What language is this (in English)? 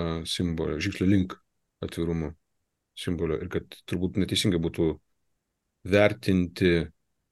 Lithuanian